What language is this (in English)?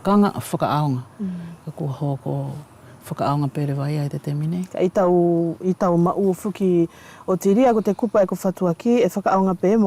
Wallisian